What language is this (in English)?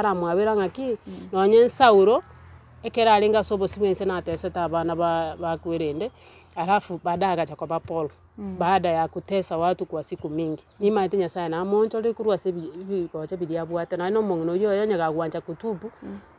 Gusii